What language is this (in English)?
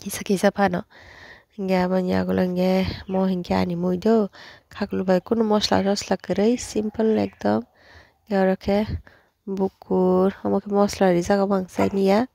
Kok Borok